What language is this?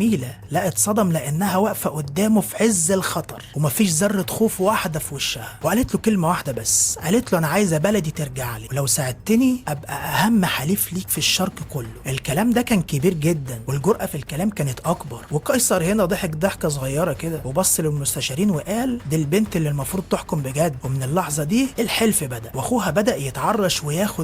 Egyptian Arabic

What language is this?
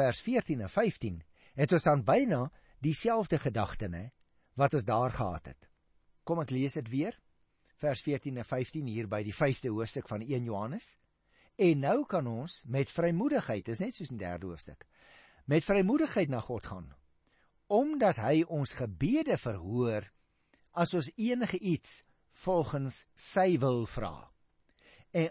Afrikaans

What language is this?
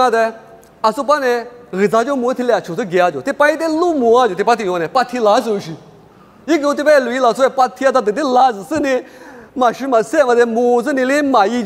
Lisu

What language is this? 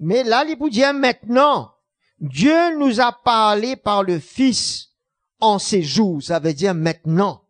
Morisyen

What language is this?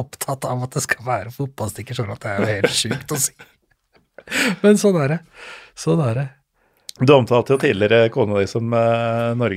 Norwegian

